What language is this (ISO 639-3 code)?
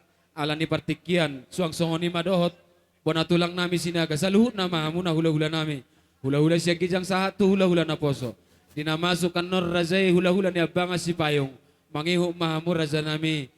bbc